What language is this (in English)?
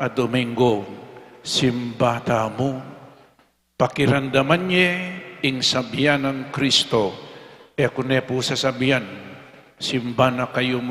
Pampanga